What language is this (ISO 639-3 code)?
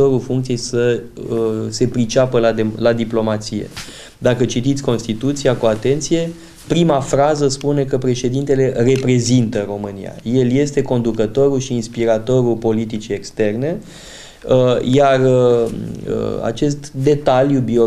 ron